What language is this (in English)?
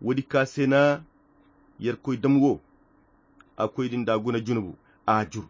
Koyra Chiini